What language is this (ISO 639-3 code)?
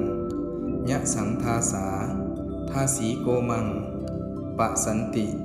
pli